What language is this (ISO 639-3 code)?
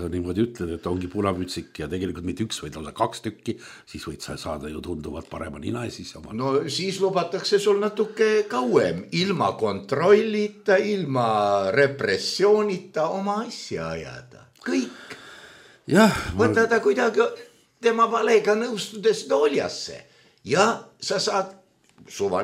est